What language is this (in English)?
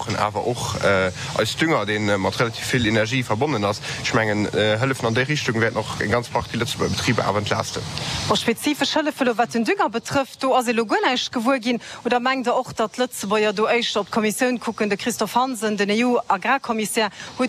Luxembourgish